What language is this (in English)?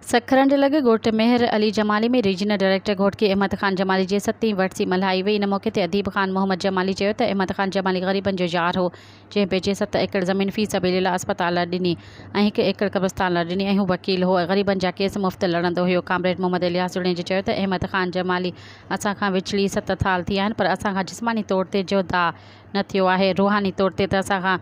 Sindhi